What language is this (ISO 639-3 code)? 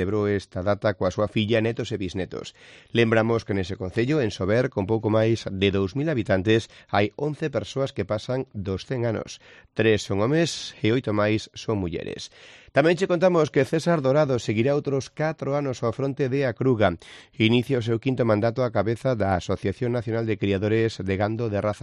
glg